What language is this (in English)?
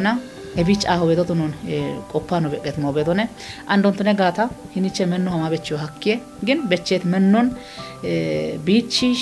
Kafa